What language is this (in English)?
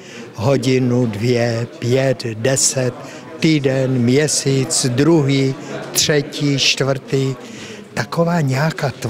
Czech